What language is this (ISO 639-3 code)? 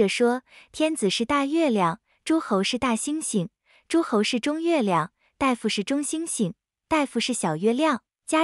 zho